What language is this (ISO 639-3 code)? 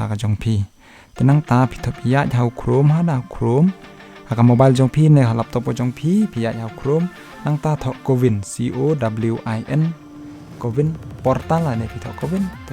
kha